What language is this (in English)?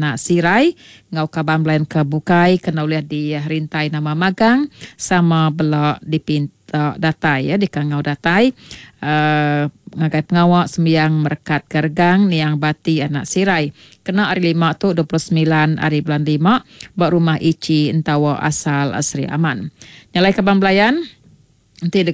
Iban